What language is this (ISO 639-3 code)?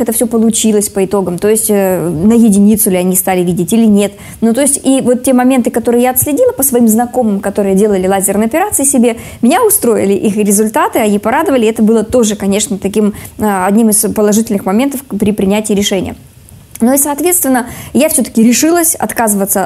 rus